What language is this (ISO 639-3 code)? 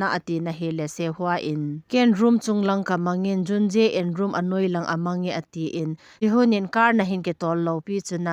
tcz